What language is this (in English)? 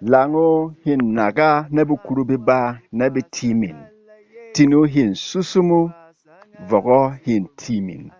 Berom